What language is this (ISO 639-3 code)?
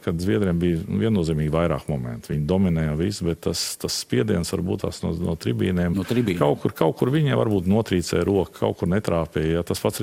lav